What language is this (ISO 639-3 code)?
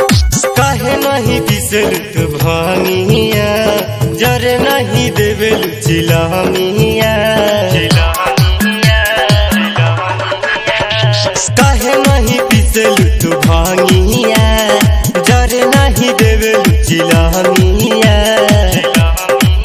bho